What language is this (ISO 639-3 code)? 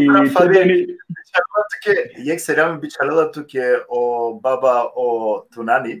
rmn